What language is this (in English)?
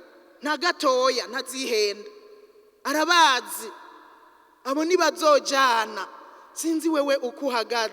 Rundi